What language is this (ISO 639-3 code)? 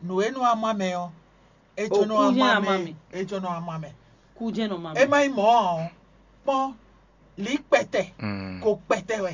fon